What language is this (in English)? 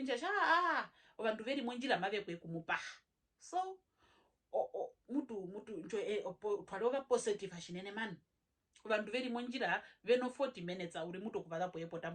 Herero